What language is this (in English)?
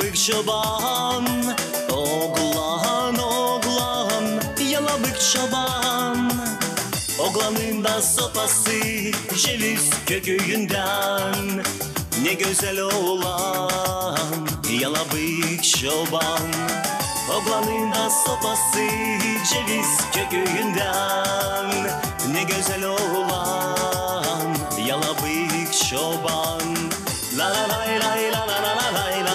Gagauz